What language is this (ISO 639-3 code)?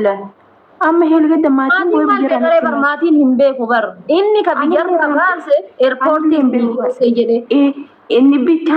orm